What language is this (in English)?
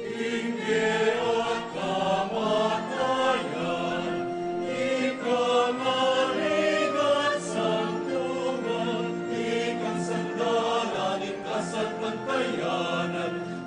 Pampanga